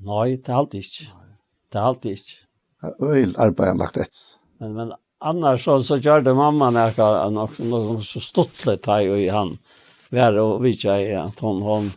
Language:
Faroese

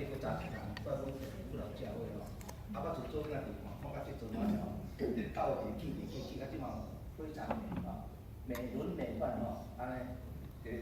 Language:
Min Nan Chinese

